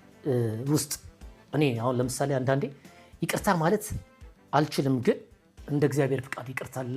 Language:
Amharic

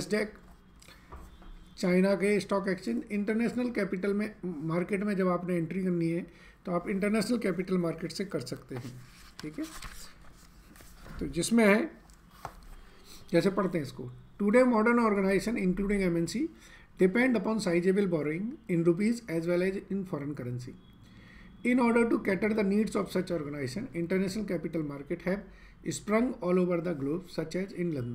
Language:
Hindi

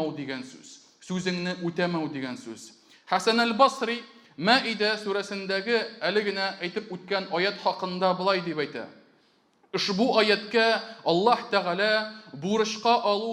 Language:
Tatar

